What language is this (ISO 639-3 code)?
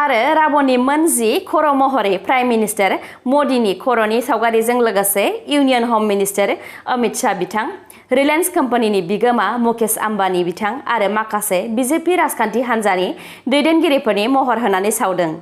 brx